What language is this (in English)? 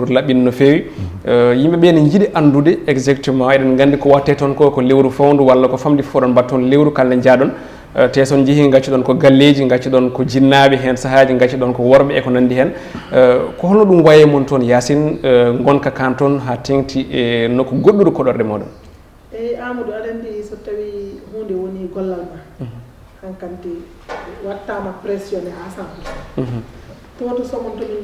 Fula